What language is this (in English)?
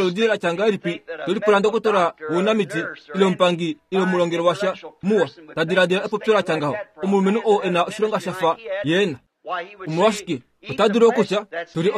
Kuanyama